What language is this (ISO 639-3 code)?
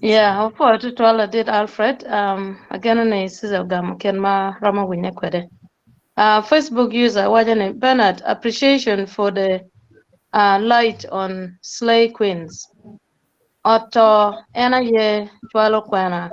ach